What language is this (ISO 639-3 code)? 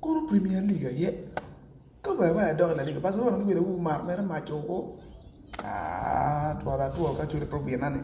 ach